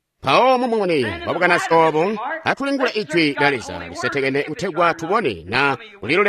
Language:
Tonga (Zambia)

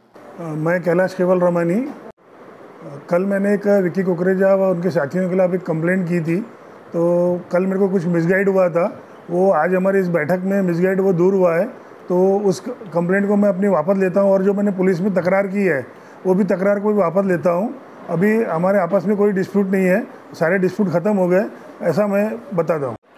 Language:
Hindi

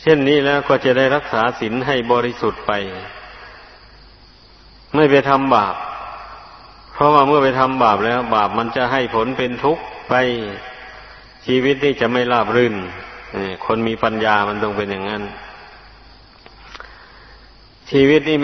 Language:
Thai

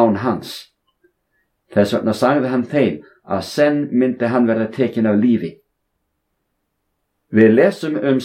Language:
Icelandic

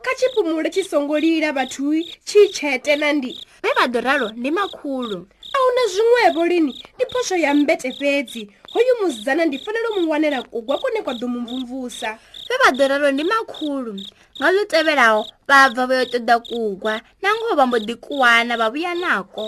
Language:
Venda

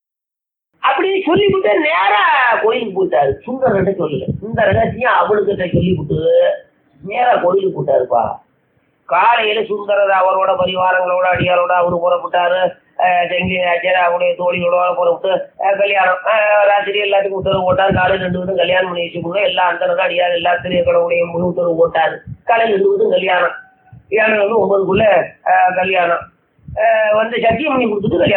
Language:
Tamil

